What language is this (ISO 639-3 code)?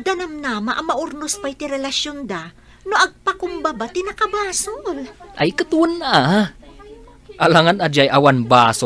ilo